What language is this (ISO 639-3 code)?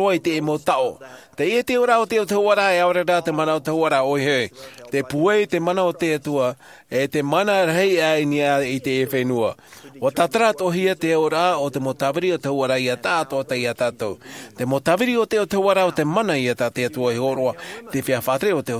tah